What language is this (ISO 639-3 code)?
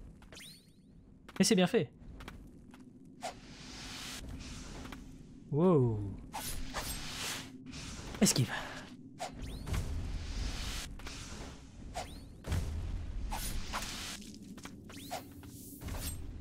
fra